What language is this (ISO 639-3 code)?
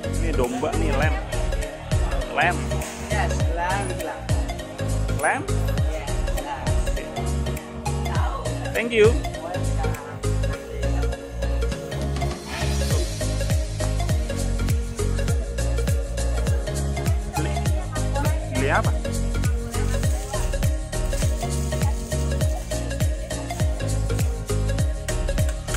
ind